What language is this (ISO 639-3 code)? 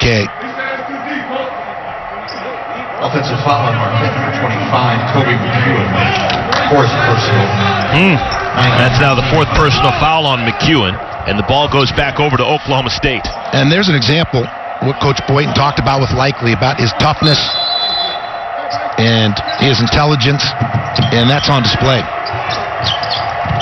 eng